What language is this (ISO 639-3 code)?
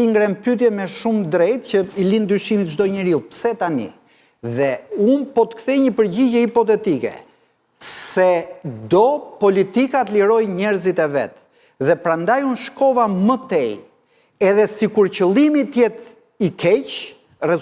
sqi